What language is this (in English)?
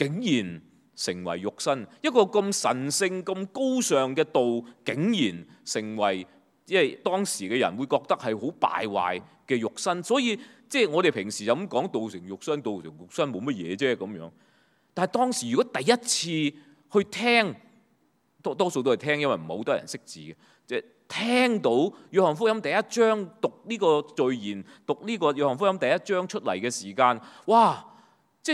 Cantonese